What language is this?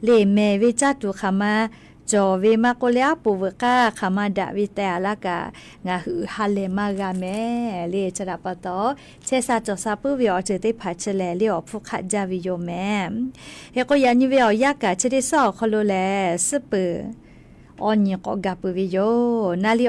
Lahu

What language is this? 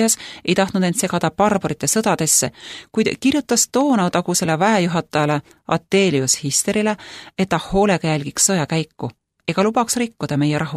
Estonian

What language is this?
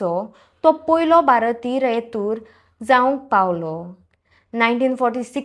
Konkani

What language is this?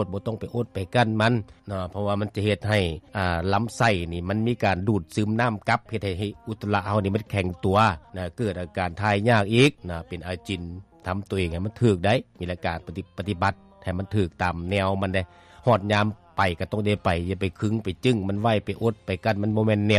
Lao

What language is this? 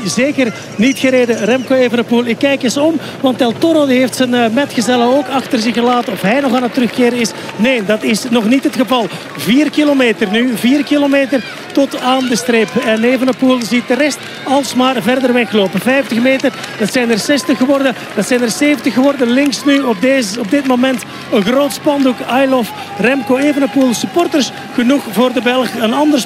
Dutch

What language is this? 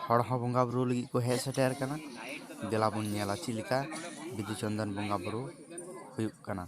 Santali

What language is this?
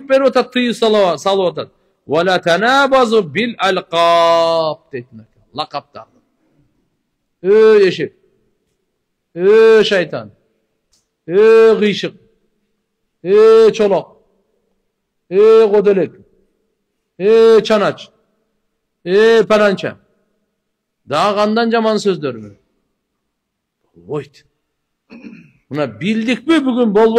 Kyrgyz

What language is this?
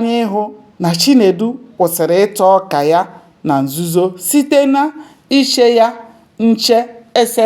Igbo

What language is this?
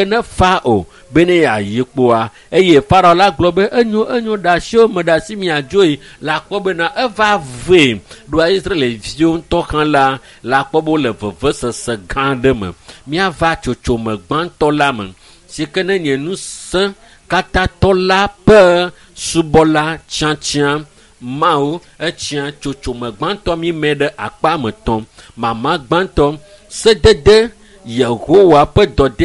Ewe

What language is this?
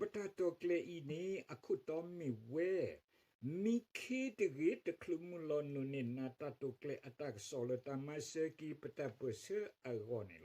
S'gaw Karen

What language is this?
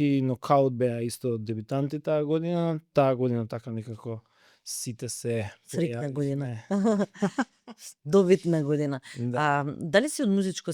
Macedonian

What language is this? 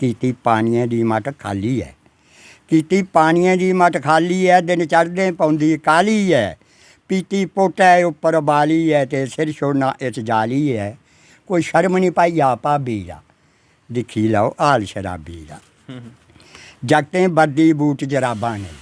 Dogri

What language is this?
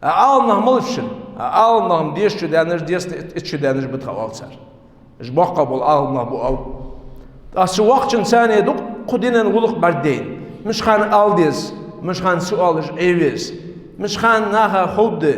Ingush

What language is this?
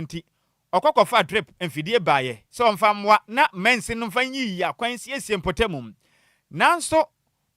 Akan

